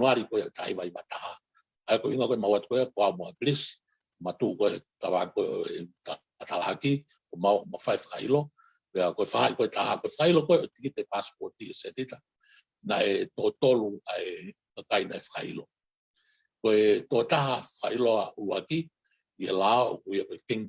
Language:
Tongan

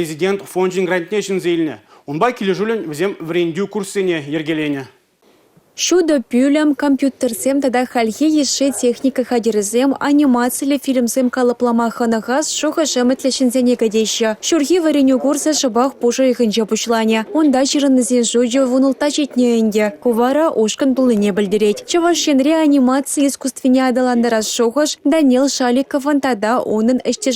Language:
Chuvash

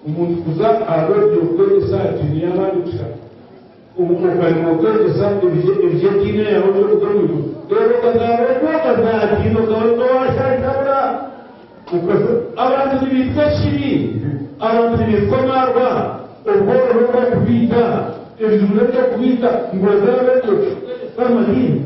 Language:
Nyankole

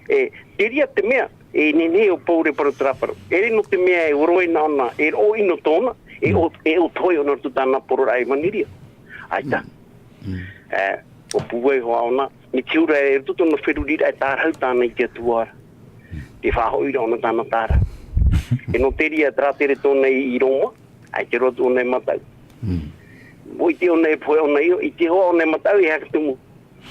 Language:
Tahitian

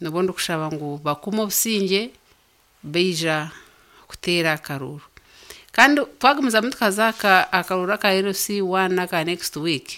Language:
Nyankole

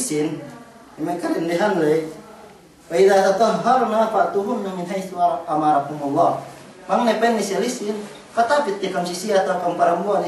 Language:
Yakan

